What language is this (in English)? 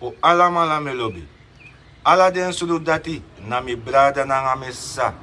Sranan Tongo